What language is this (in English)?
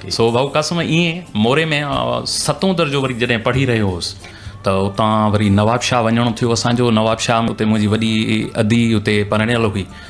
Sindhi